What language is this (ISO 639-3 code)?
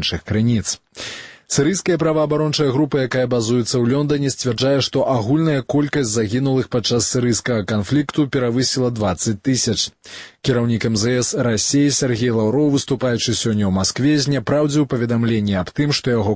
bel